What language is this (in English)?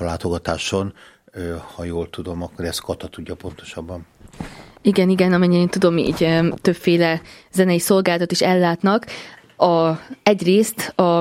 Hungarian